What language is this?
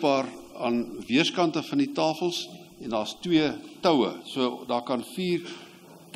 Afrikaans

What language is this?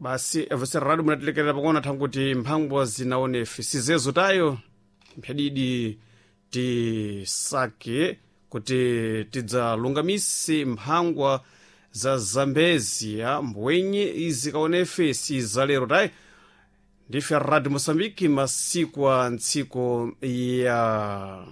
Sena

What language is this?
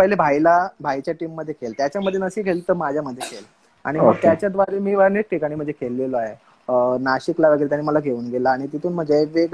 Marathi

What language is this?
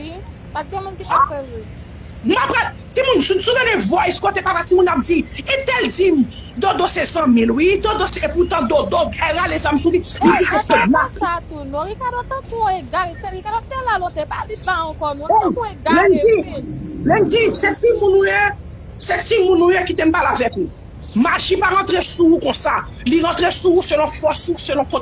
Haitian Creole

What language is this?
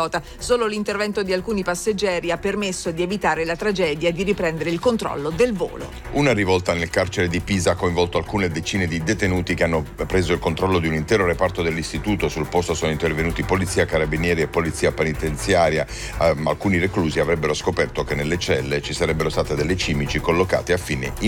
Italian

